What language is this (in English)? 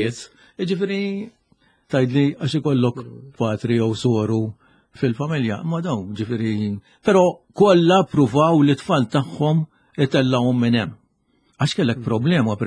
Maltese